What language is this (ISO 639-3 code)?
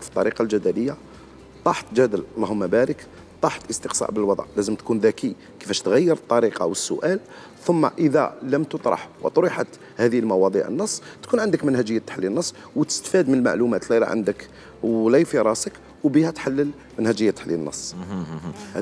arq